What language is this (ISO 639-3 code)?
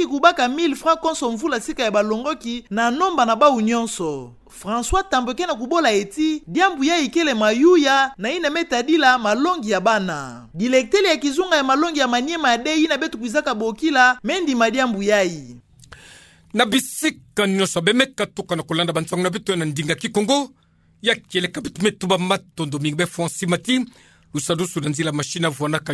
ktu